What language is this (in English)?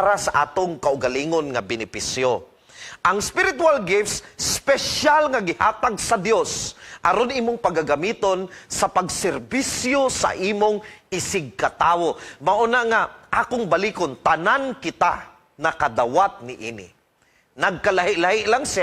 Cebuano